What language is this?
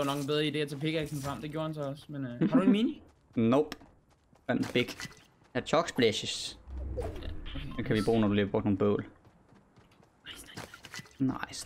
Danish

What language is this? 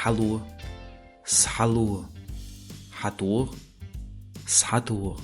Chechen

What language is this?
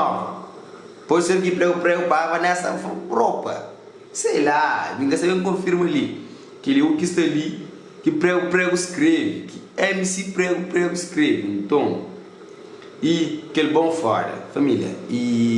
Kabuverdianu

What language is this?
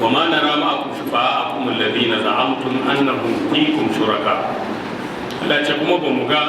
Hausa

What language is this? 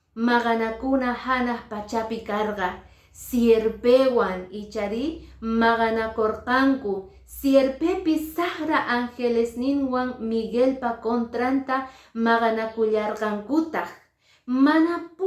Quechua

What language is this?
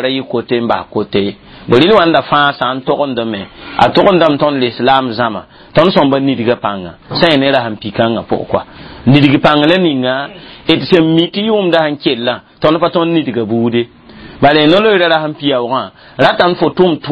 Mossi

